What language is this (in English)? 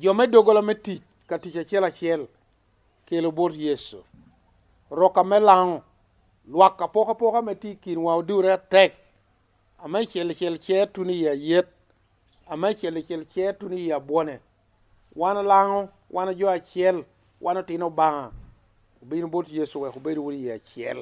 Lango (Uganda)